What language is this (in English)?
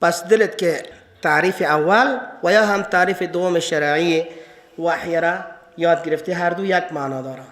Persian